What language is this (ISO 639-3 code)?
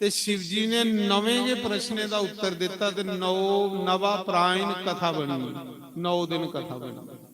doi